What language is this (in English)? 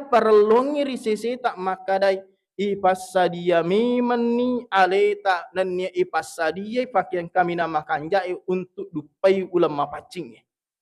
Buginese